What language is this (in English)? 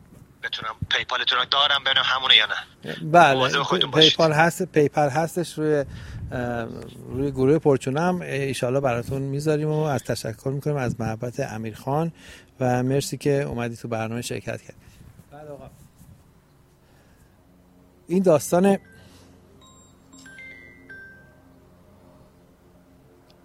Persian